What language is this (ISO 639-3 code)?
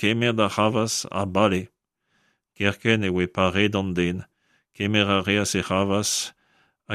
bre